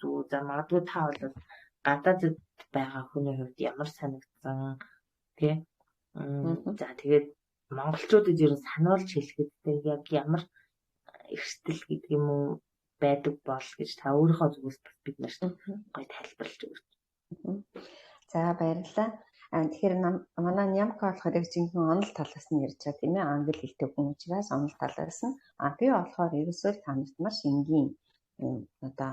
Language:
Mongolian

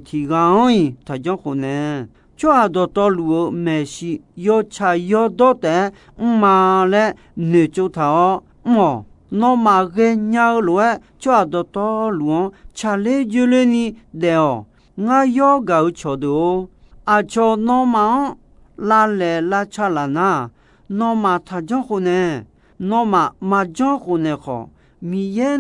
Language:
Akha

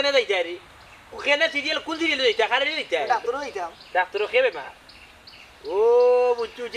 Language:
Sylheti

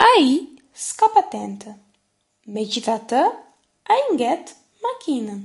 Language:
Albanian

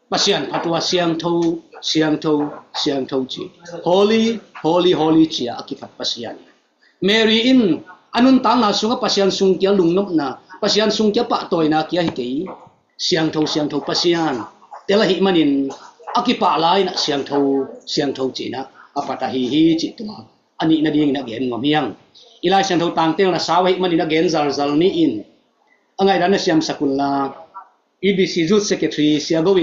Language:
Tedim Chin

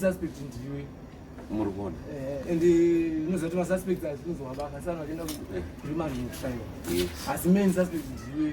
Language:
Shona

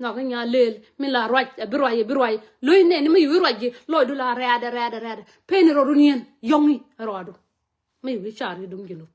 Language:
Nuer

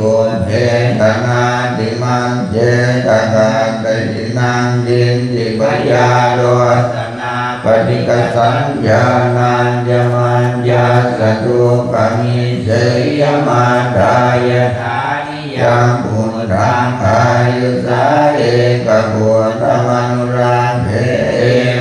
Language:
Pali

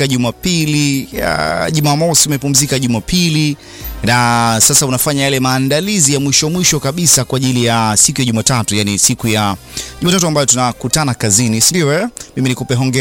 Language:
Swahili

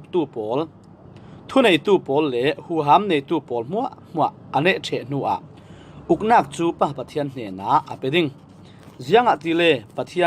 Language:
Falam Chin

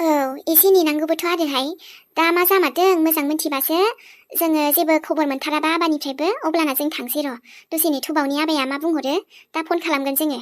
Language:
Bodo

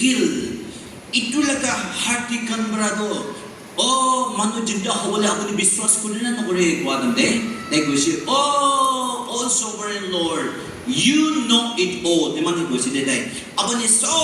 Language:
Naga Pidgin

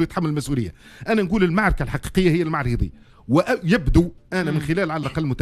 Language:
Tunisian Arabic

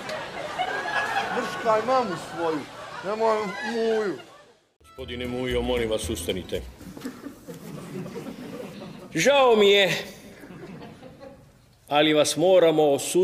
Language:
Bosnian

